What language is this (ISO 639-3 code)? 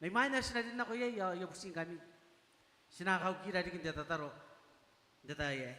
gil